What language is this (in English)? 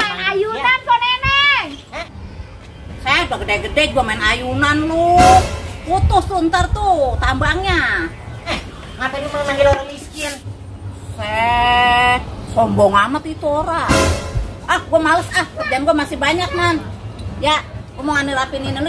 Betawi